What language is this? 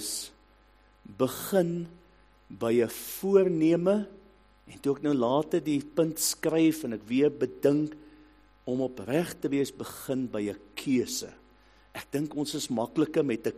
Afrikaans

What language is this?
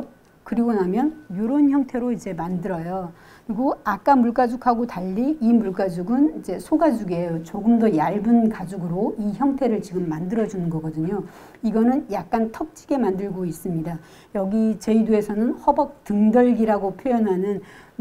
Korean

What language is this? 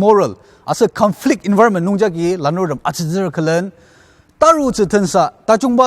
Ao Naga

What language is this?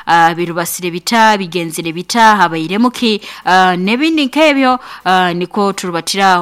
Nyoro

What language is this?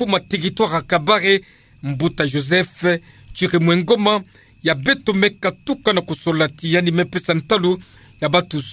Kituba (Democratic Republic of Congo)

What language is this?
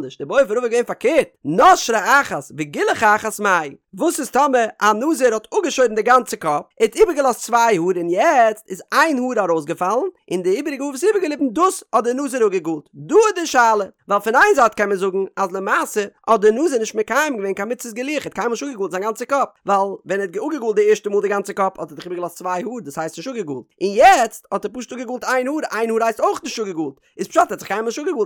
Yiddish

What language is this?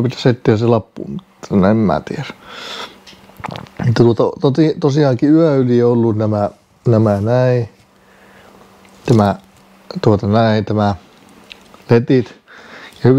Finnish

